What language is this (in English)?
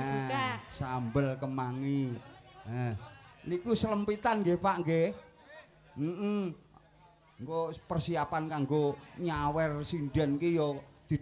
Javanese